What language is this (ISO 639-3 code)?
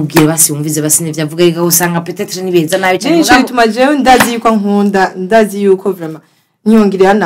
run